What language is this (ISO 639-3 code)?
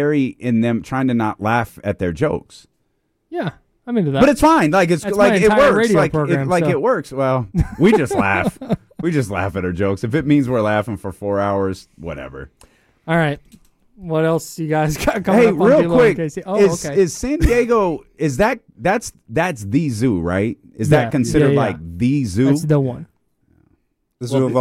eng